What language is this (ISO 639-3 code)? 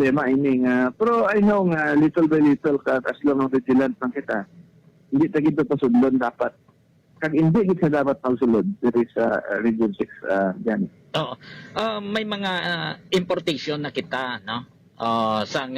hil